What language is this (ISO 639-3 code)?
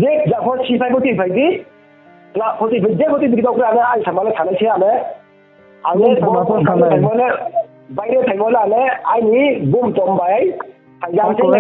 ria